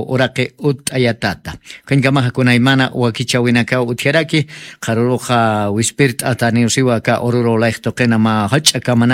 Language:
Aymara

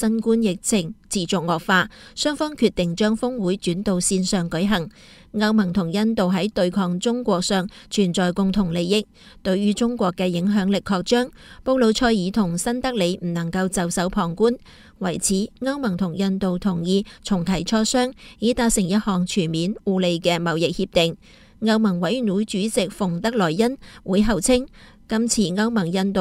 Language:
Cantonese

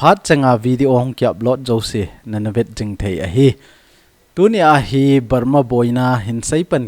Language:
Thado Chin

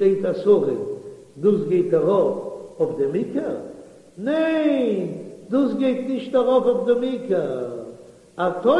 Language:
Yiddish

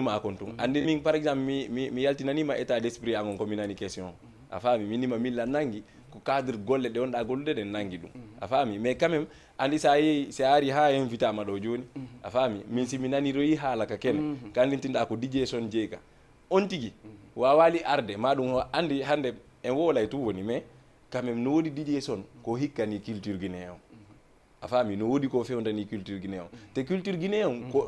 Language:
Fula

